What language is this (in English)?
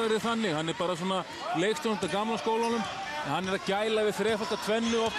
Icelandic